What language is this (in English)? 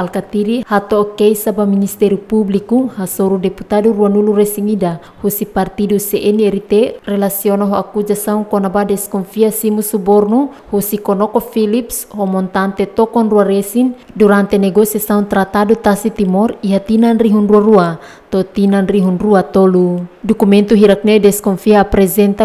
Tetum